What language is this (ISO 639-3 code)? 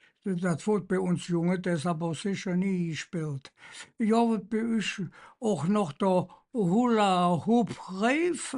ksh